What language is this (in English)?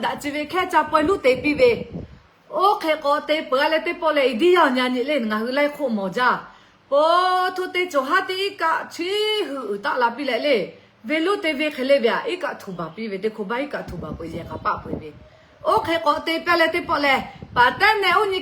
Lahu